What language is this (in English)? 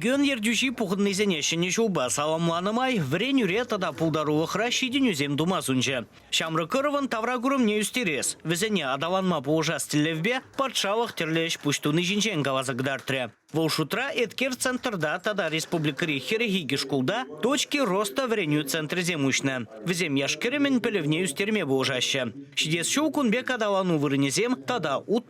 Chuvash